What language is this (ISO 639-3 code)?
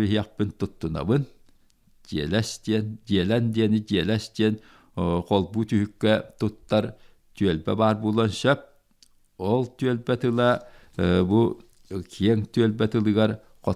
sah